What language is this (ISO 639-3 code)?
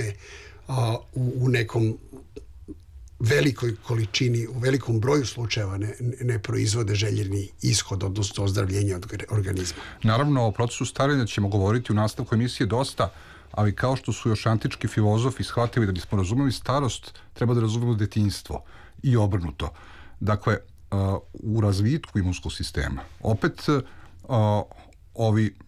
srp